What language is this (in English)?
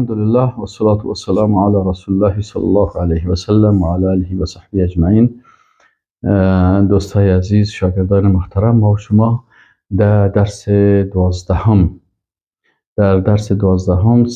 Persian